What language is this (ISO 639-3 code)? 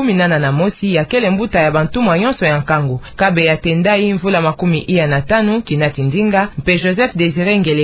ktu